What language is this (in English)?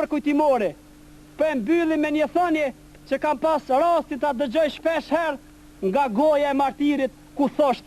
Albanian